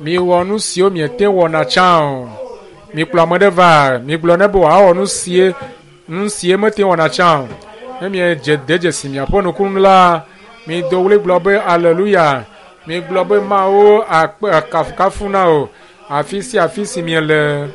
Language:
Ewe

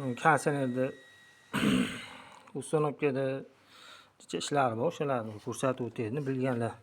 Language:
Uzbek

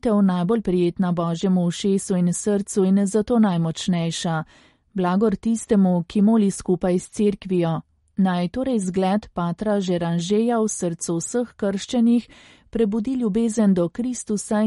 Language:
Slovenian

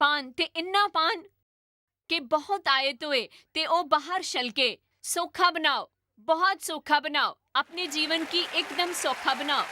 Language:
Dogri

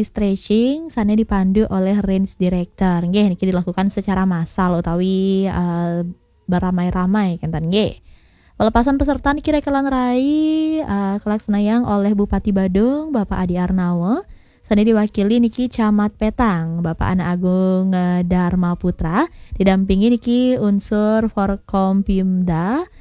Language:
Balinese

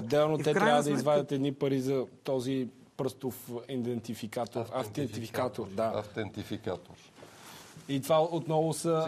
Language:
Bulgarian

